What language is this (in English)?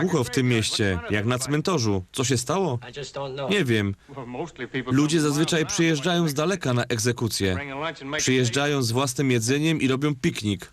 Silesian